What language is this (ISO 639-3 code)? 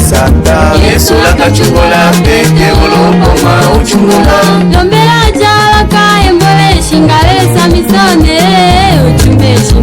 tll